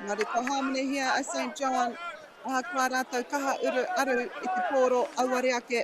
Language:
Māori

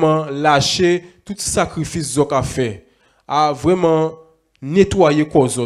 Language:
Guadeloupean Creole French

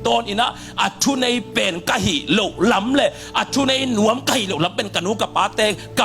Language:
Tedim Chin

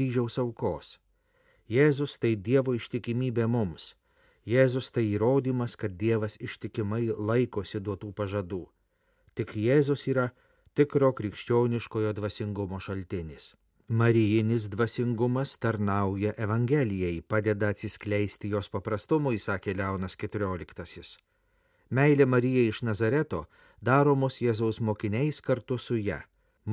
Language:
Lithuanian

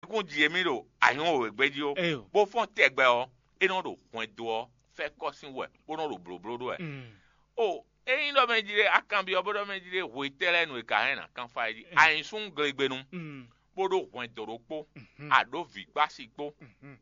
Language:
Fon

